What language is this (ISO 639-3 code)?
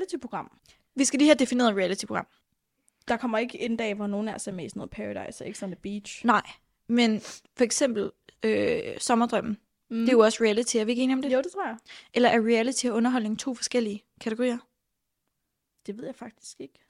dan